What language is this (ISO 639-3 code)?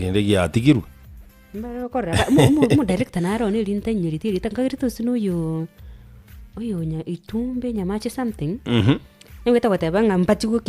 guz